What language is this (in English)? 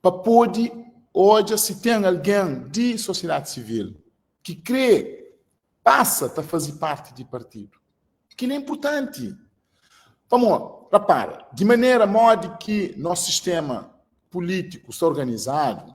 Kabuverdianu